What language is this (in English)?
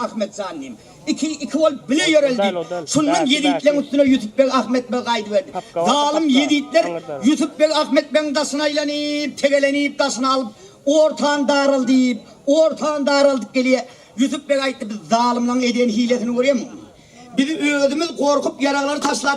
Turkmen